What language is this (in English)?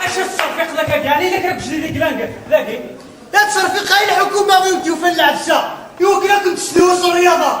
Kabyle